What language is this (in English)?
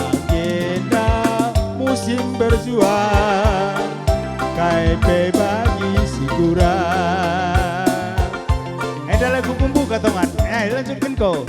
Batak Karo